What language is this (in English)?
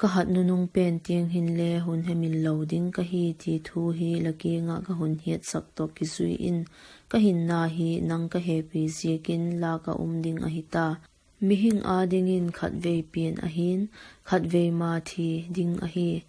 Vaiphei